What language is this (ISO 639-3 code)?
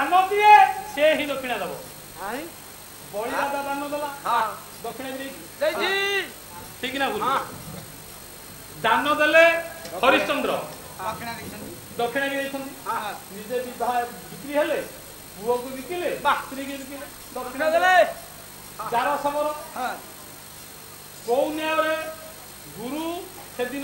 ori